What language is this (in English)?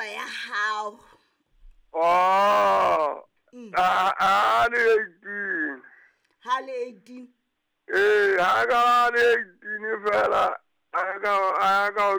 Southern Sotho